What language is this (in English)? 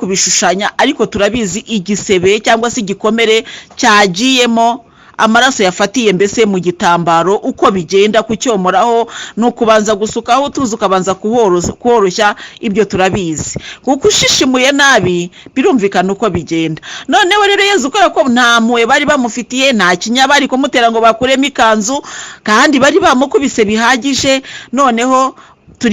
Kinyarwanda